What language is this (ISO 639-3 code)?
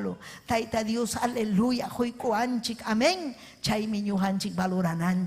quy